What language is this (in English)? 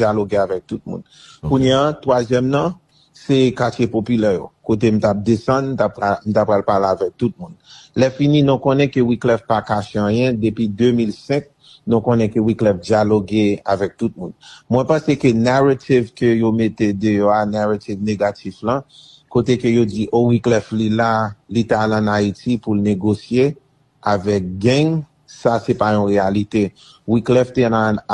Haitian Creole